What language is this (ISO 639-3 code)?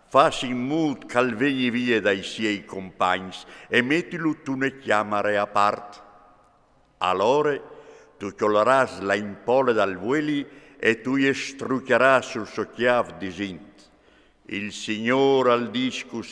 fur